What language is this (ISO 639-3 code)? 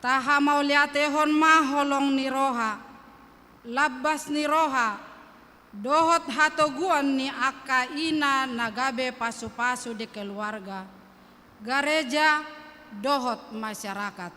bbc